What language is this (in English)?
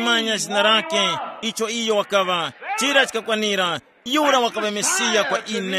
Tumbuka